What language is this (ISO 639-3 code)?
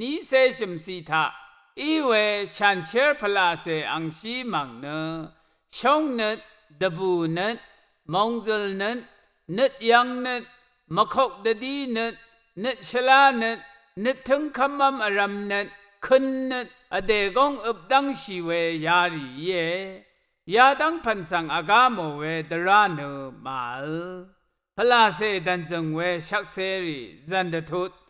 raw